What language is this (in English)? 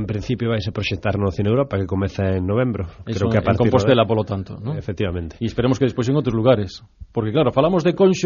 Galician